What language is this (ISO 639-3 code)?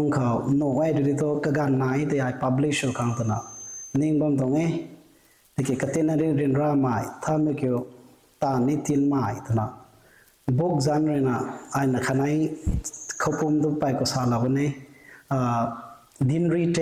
nbu